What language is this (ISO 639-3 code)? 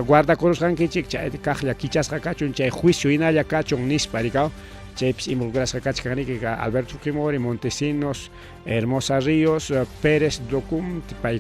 quy